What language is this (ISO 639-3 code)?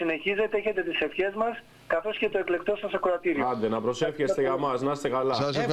ell